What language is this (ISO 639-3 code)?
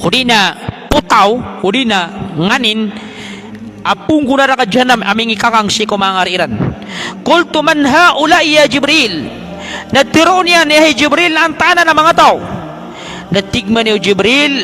mrw